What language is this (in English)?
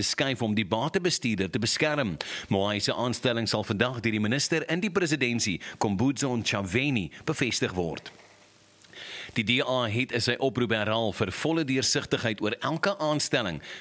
Afrikaans